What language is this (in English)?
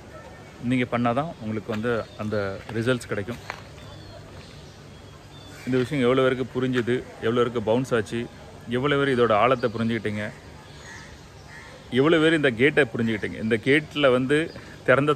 Tamil